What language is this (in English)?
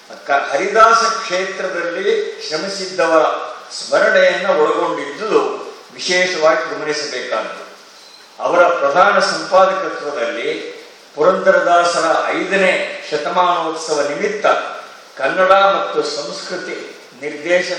Kannada